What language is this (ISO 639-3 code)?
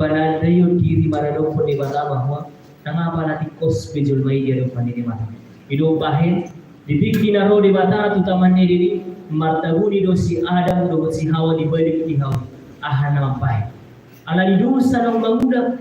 bbc